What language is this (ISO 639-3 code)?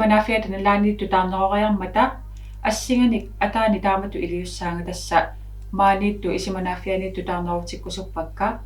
kal